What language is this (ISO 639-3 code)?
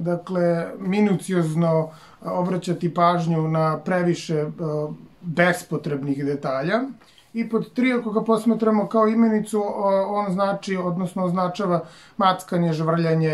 srp